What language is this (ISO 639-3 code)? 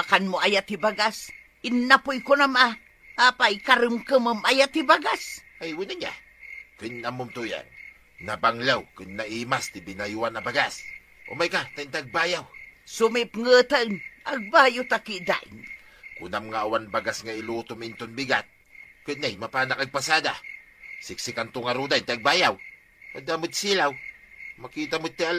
ilo